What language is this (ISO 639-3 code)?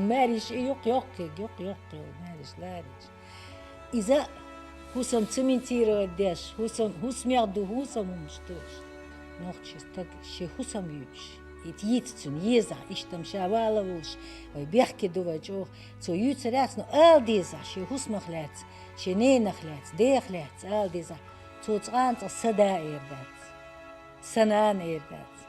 che